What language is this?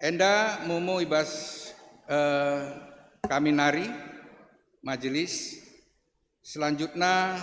Batak Karo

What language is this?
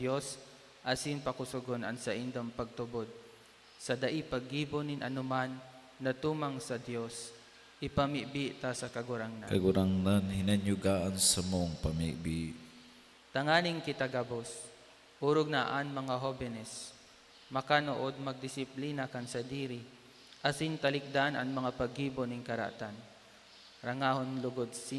Bikol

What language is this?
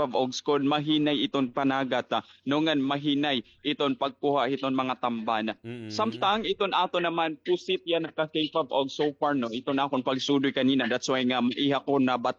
Waray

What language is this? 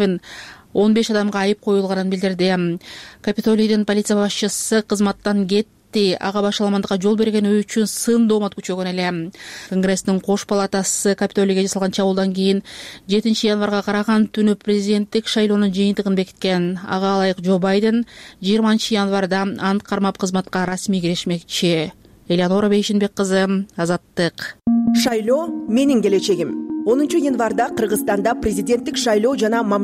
Kyrgyz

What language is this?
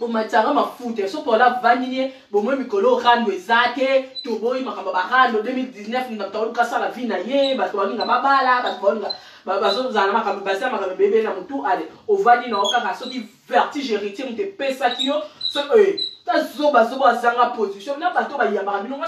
Lingala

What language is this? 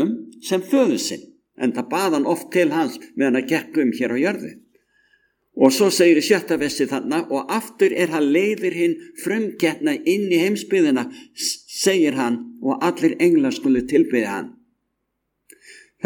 Icelandic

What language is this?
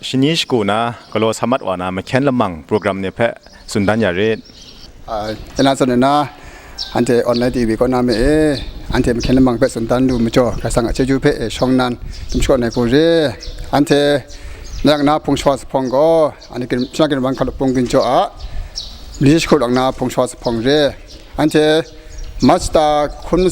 Kachin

